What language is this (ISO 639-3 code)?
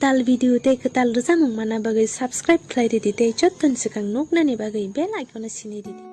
trp